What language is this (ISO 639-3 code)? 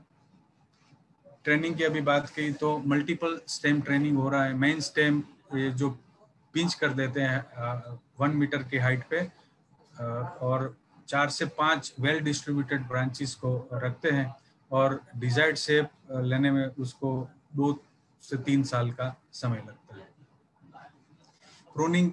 hin